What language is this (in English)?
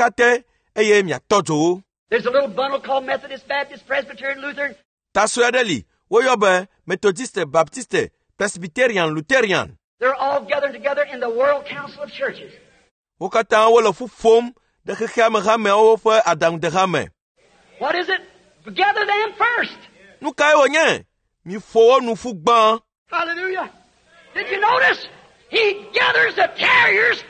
Ewe